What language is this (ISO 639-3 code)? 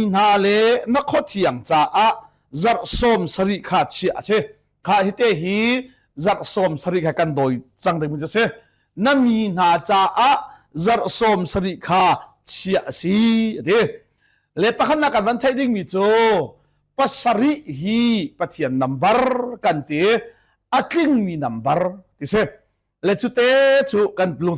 cnh